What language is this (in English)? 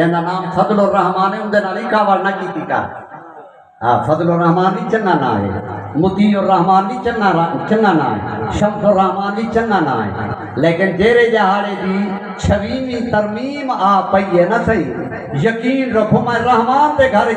Saraiki